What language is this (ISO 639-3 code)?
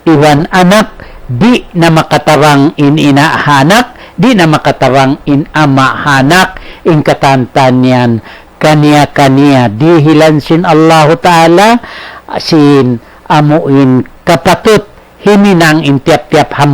tsg